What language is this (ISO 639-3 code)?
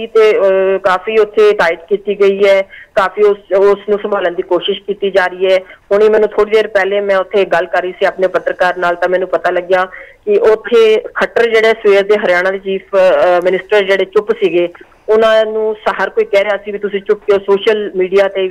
pan